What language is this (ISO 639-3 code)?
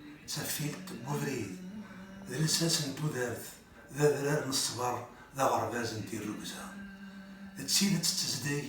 kab